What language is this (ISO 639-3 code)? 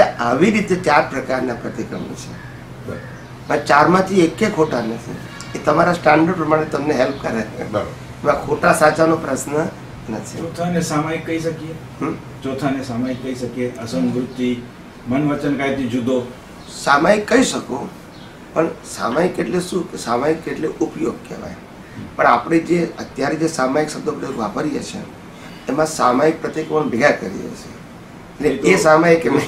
guj